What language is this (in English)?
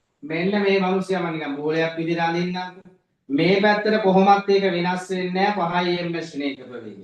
Sinhala